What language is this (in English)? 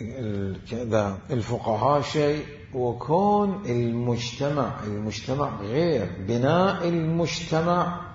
Mesopotamian Arabic